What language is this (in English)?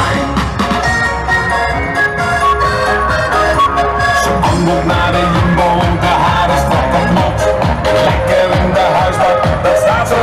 Dutch